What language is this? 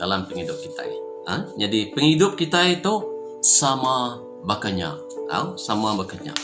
Iban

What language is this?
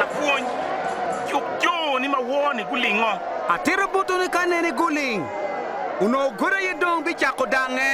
Acoli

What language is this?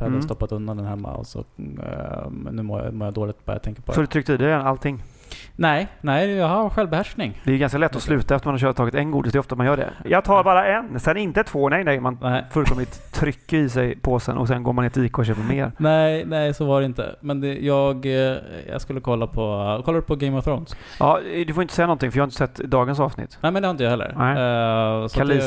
Swedish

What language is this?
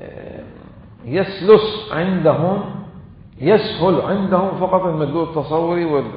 Mesopotamian Arabic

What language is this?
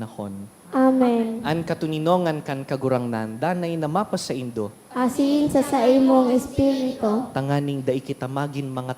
Bikol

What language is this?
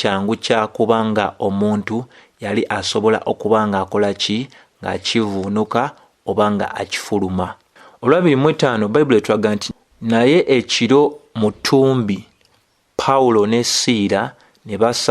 Ganda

